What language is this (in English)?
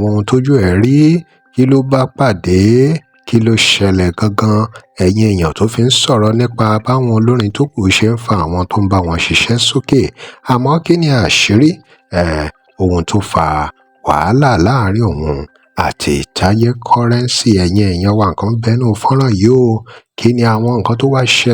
Yoruba